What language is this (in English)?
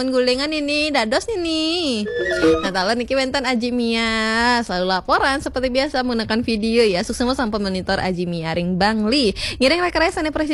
Balinese